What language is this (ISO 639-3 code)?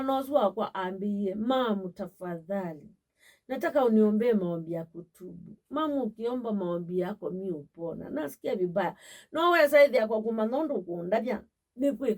kam